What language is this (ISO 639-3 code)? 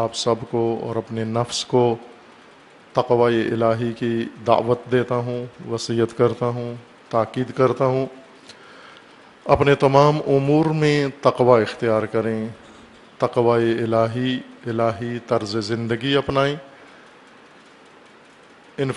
urd